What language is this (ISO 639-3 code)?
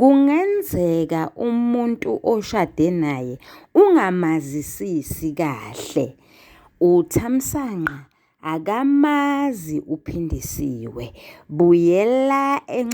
zul